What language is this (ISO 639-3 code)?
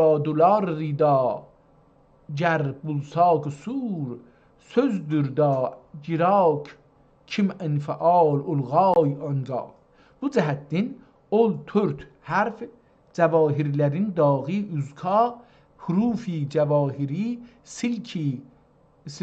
azb